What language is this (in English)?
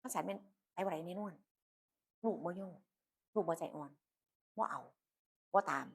Northeastern Thai